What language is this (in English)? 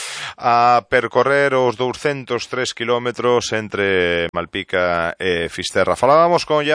Galician